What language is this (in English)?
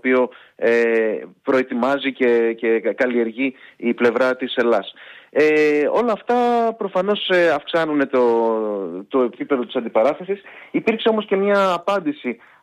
Greek